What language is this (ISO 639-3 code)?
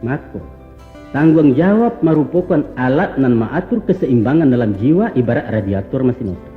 min